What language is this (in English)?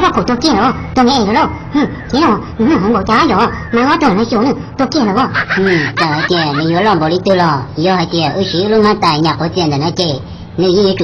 Hmong